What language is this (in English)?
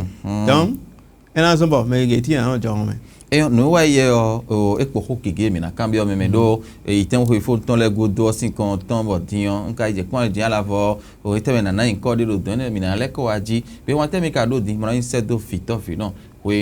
Fon